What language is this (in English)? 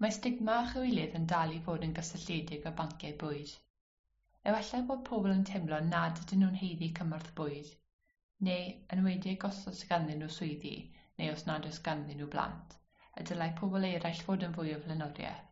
Welsh